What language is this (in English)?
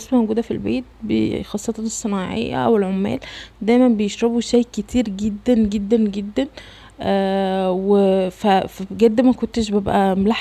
Egyptian Arabic